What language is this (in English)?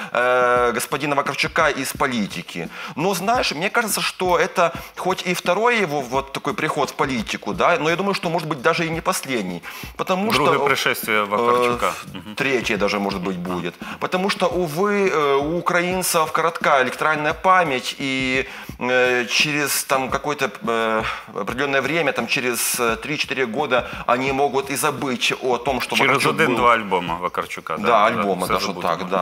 Russian